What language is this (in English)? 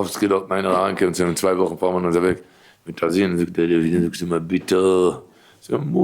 Yiddish